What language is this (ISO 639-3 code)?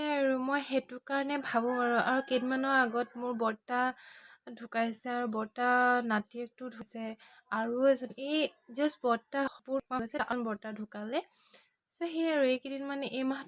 asm